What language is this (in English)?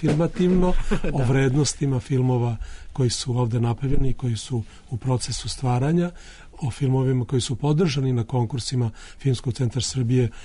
Serbian